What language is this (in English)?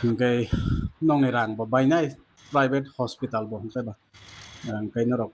Kok Borok